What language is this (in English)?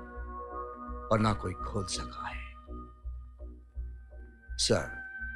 Hindi